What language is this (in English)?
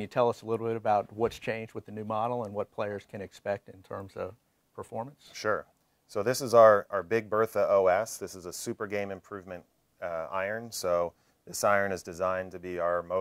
English